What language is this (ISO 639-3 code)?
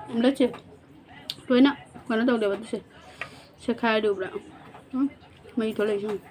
mni